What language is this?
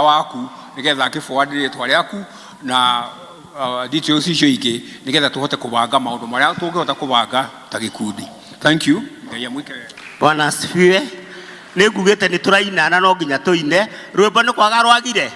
Kikuyu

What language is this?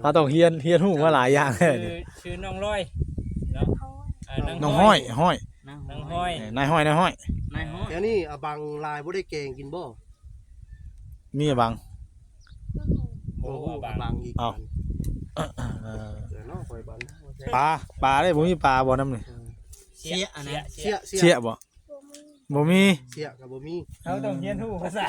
Northeastern Thai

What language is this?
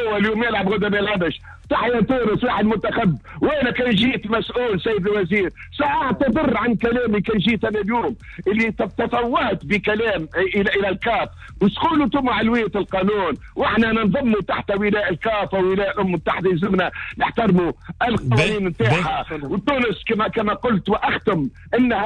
Tunisian Arabic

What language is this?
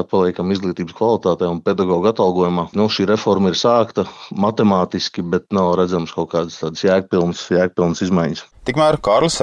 Latvian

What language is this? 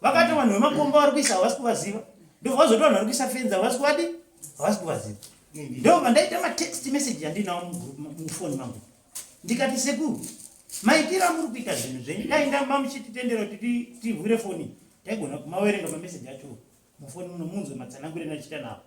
Shona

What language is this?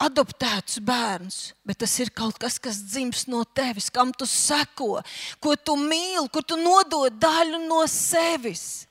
Latvian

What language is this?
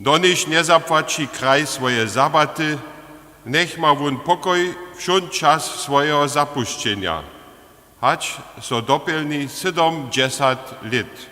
Upper Sorbian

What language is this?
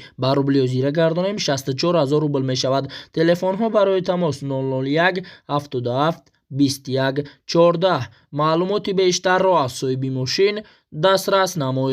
Tajik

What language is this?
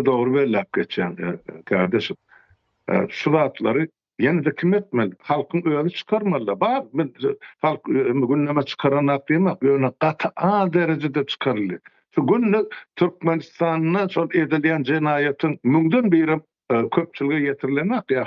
Turkmen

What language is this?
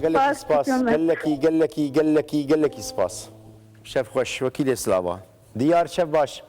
Kurdish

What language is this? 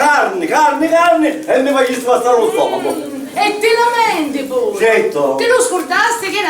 Sicilian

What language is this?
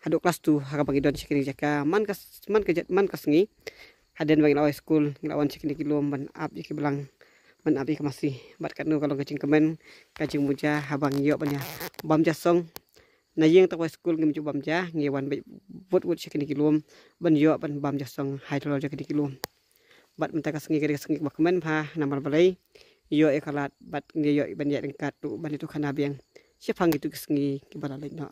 Khasi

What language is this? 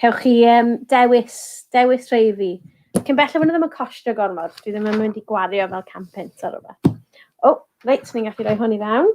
Welsh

